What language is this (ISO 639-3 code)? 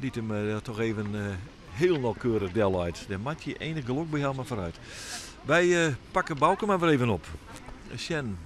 fry